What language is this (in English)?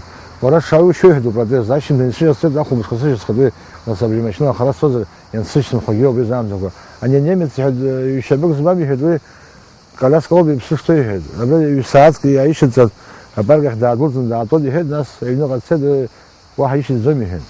Abkhazian